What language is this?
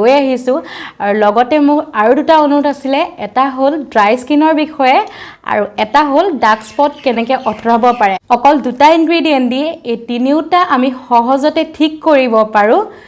Assamese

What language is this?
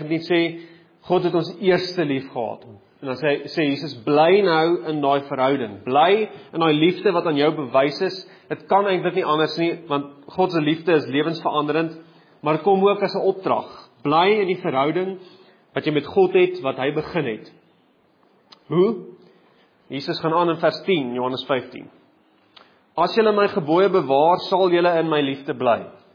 Afrikaans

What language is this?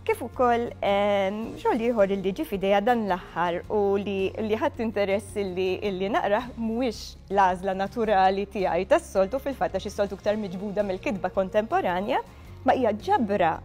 Maltese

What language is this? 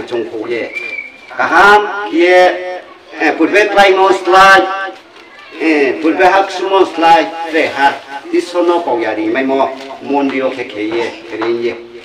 Riang (India)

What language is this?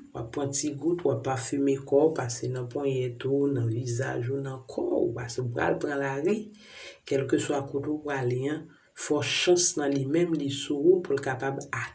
Haitian Creole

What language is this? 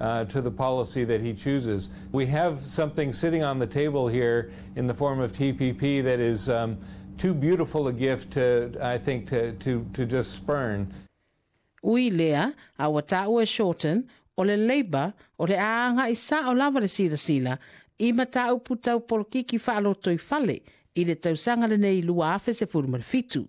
Samoan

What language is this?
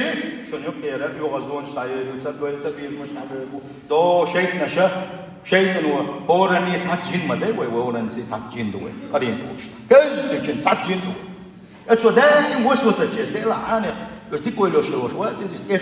Chechen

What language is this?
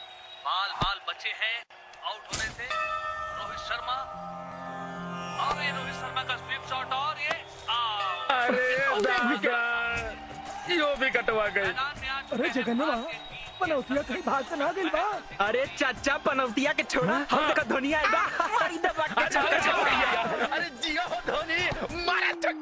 Bhojpuri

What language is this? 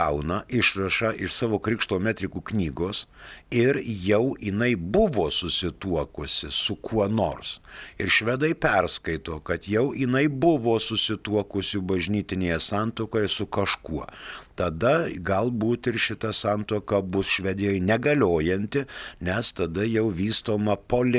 Lithuanian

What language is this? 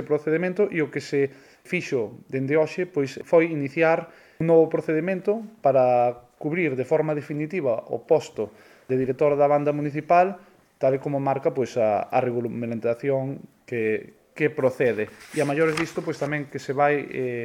Galician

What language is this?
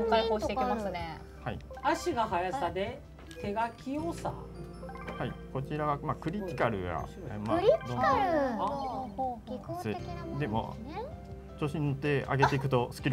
Japanese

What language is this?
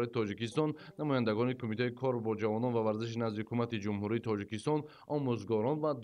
Tajik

